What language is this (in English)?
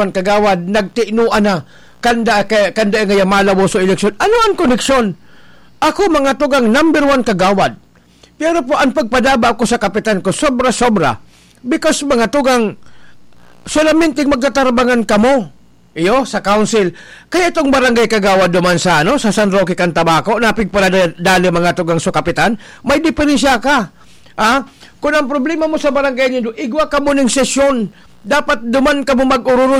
Bikol